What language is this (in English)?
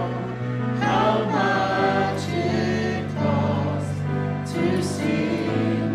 Samoan